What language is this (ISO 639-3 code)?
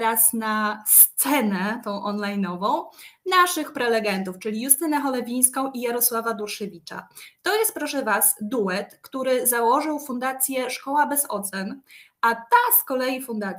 pol